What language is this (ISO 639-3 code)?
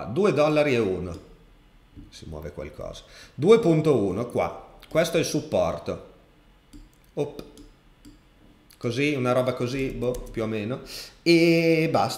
ita